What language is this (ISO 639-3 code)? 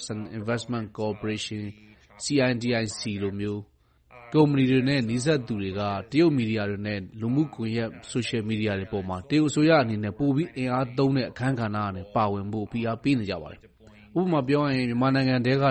mya